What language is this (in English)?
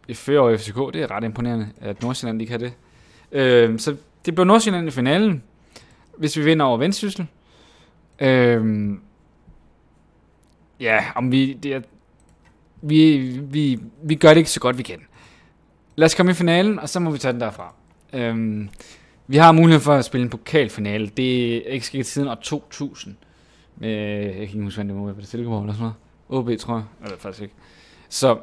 Danish